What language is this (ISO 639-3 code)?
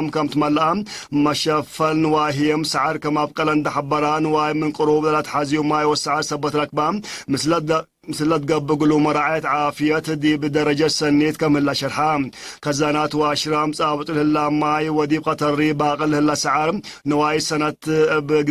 tig